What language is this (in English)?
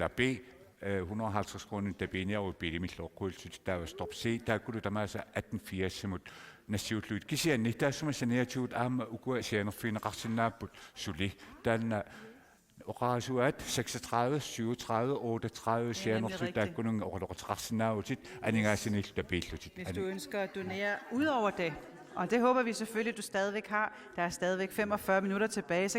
Kalaallisut